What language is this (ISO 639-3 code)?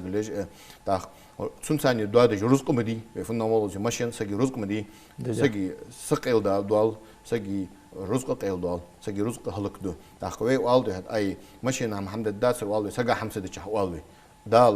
inh